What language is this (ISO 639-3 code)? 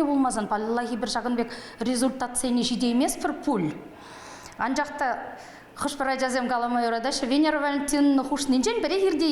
chv